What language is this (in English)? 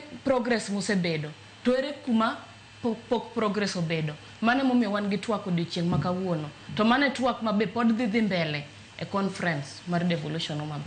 Luo (Kenya and Tanzania)